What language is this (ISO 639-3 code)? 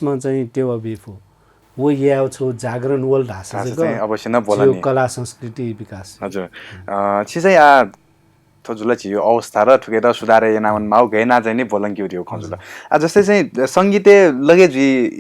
new